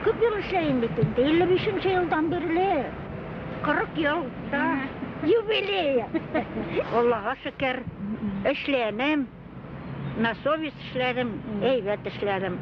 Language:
Bashkir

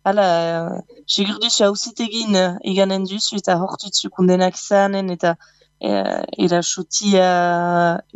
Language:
Basque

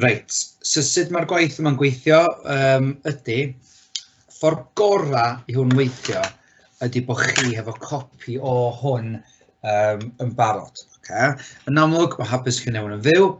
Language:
Welsh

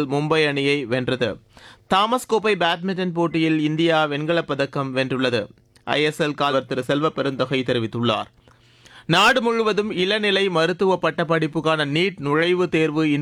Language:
Tamil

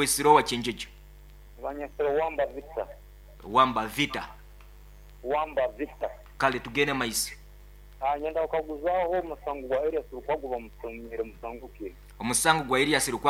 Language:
Nyoro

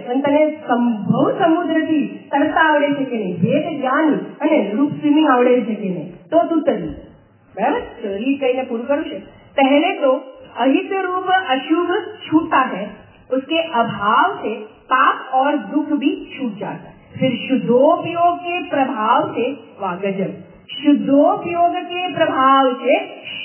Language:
Gujarati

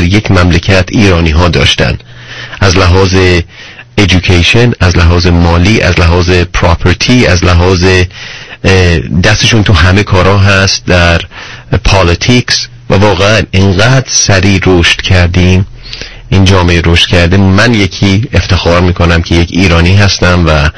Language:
Persian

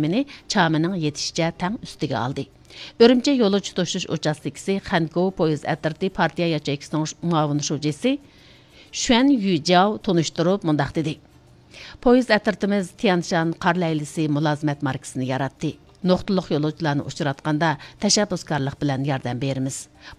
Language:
Uyghur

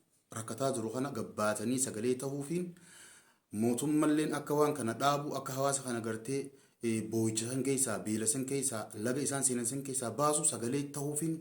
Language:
Oromo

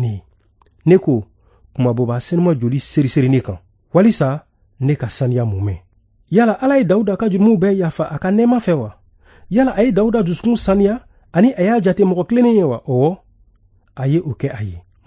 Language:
Bambara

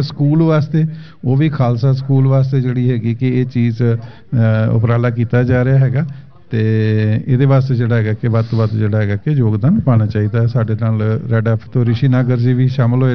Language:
Punjabi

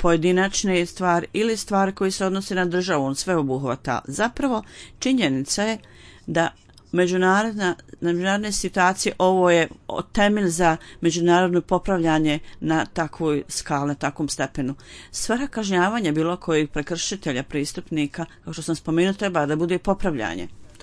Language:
Bosnian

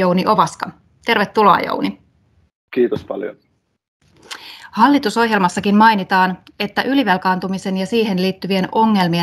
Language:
Finnish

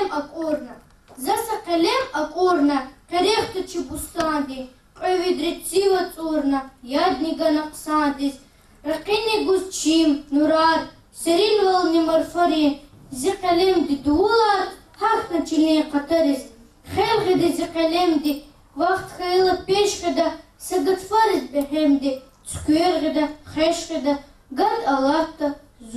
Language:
Lezghian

